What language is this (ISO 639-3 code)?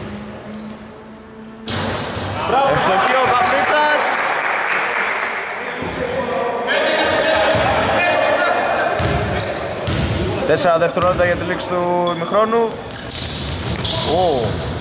ell